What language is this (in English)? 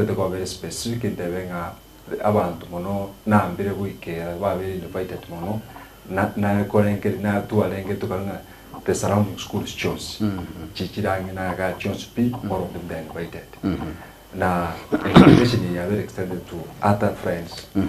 Gusii